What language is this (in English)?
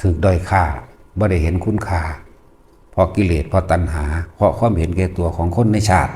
Northeastern Thai